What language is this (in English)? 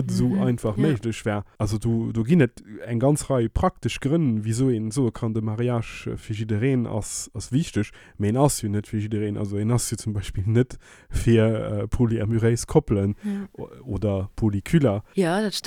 Luxembourgish